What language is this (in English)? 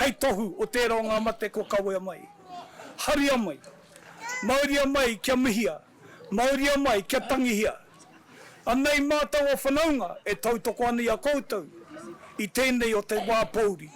Māori